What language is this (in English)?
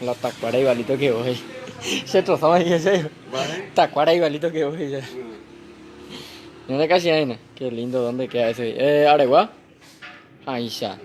Guarani